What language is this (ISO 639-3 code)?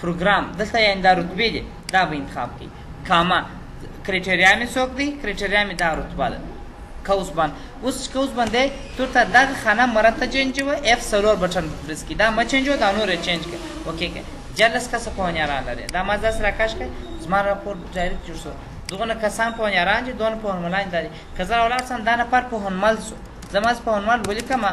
pus